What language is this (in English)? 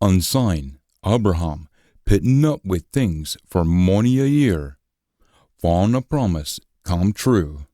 Scots